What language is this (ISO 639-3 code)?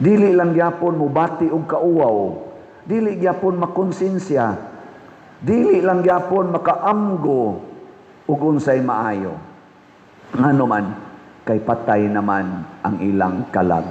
ceb